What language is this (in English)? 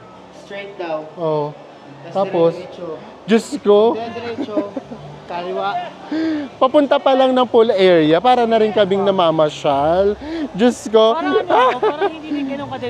Filipino